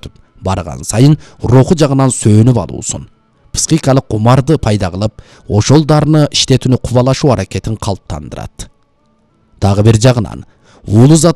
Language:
Kyrgyz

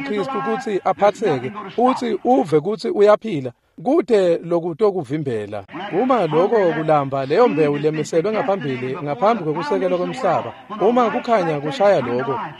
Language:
Swati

